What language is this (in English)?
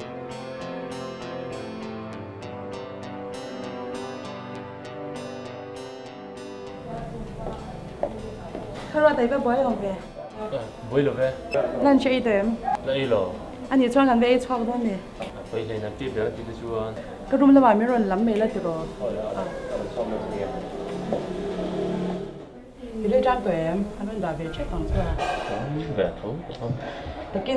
Mizo